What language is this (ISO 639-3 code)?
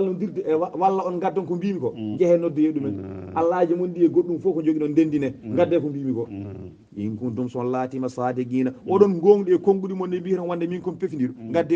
ful